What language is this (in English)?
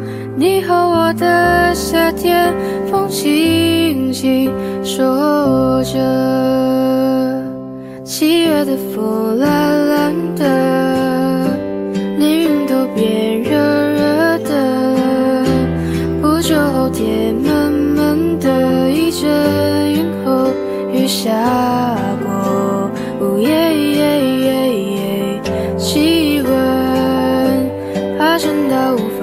Chinese